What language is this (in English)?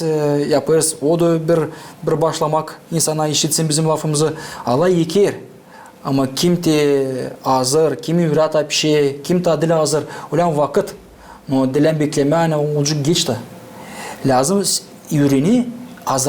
Gagauz